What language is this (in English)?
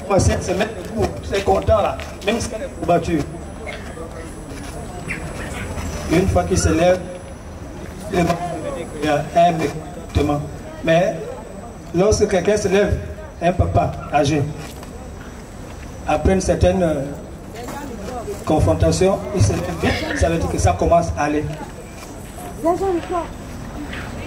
French